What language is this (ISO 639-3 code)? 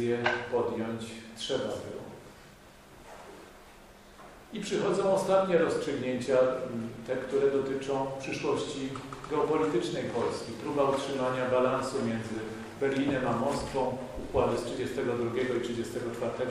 pol